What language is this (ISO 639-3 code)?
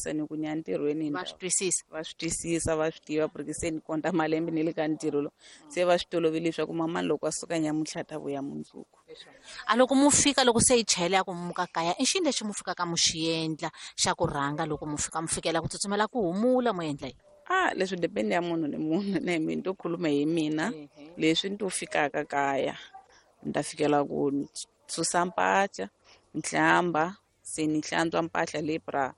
tso